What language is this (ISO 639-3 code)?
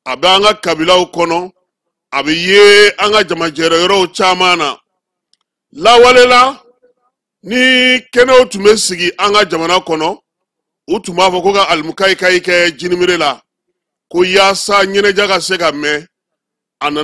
bam